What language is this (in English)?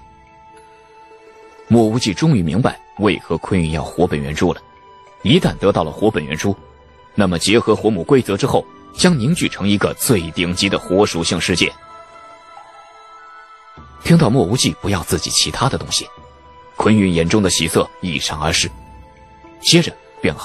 Chinese